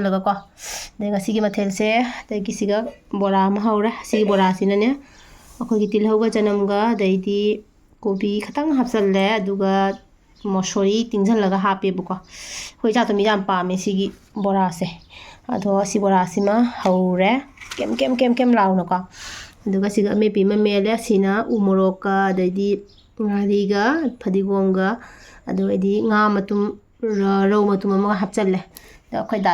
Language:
Manipuri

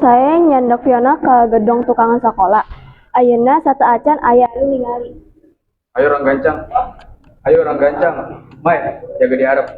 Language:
Sundanese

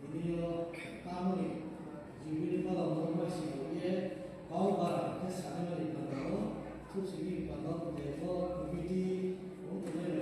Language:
Riang (India)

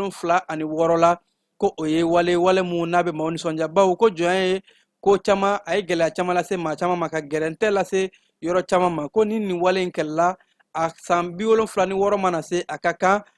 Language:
Bambara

